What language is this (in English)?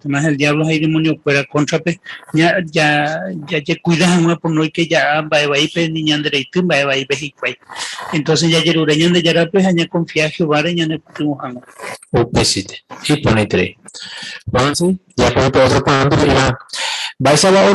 Guarani